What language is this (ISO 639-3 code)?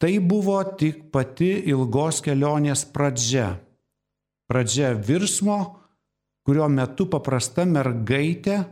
lit